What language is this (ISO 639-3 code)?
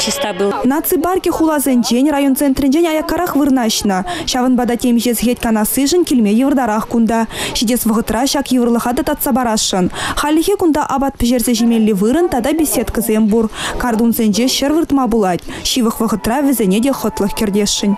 chv